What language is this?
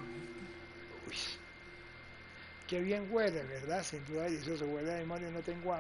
Spanish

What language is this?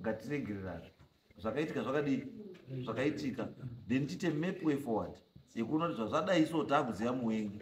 Shona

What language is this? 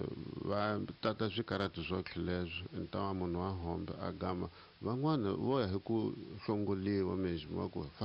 Tsonga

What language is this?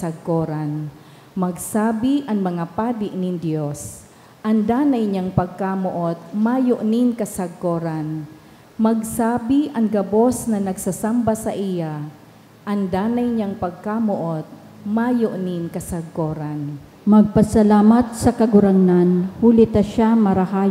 Bikol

